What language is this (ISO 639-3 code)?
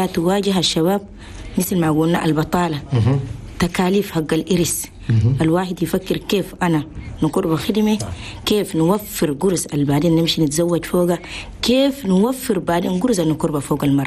shu